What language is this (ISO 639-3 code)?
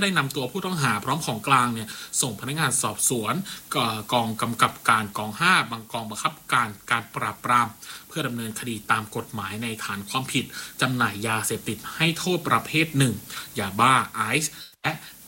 tha